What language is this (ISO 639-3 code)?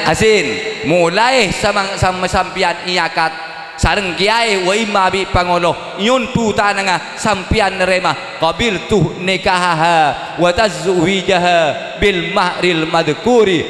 mad